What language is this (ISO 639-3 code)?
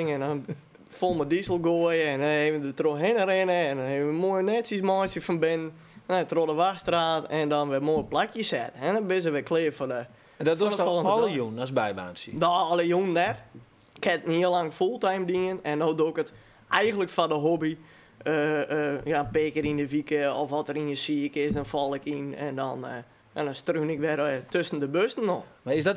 fry